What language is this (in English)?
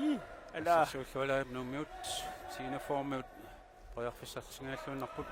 Kalaallisut